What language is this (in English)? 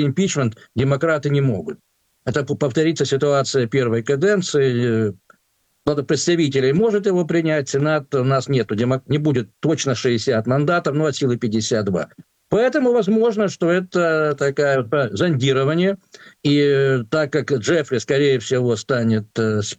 Russian